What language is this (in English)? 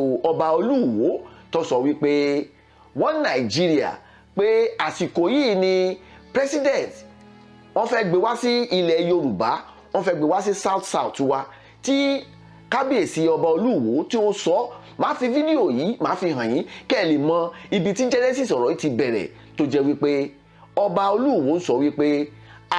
Yoruba